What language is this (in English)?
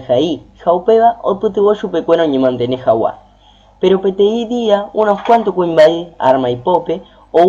Guarani